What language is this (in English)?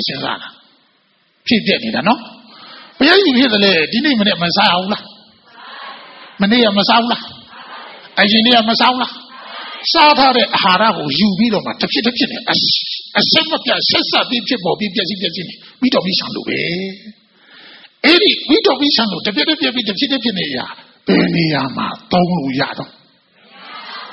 Burmese